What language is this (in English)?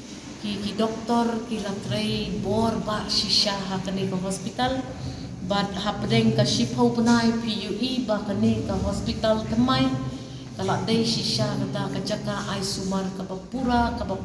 Khasi